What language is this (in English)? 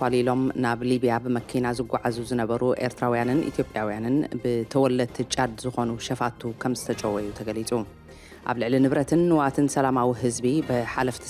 Tigrinya